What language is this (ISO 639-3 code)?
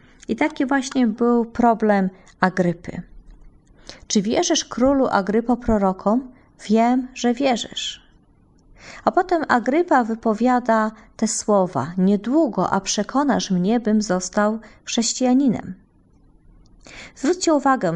pol